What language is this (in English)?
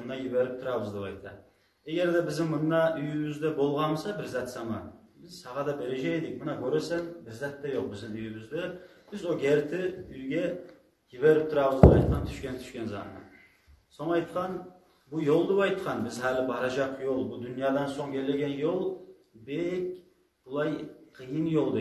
Kumyk